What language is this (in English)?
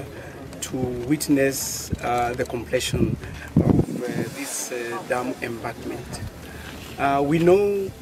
Kamba